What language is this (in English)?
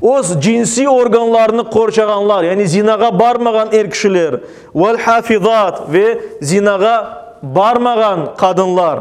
Crimean Tatar